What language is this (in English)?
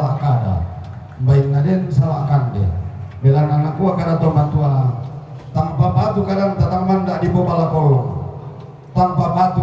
Toraja-Sa'dan